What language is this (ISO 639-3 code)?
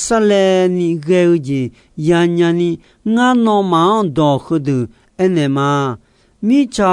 ahk